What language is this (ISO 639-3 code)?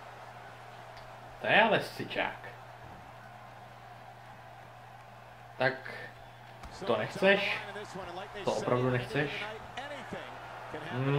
ces